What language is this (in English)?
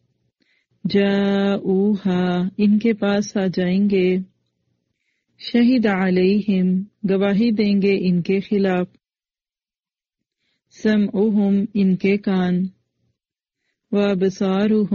Urdu